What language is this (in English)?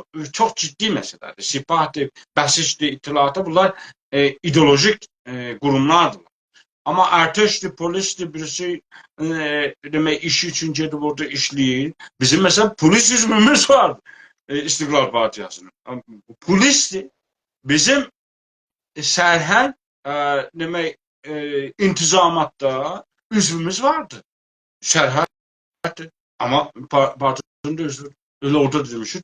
South Azerbaijani